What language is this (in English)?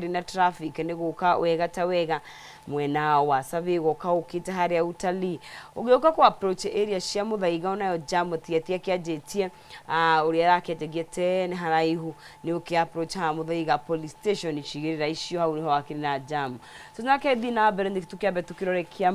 Kikuyu